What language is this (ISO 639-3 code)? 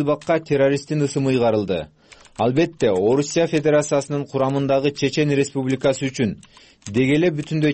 kir